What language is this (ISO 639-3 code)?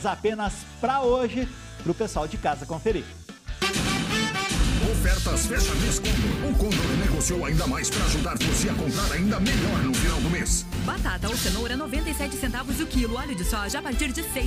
por